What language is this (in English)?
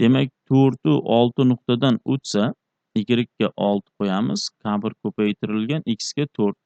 Uzbek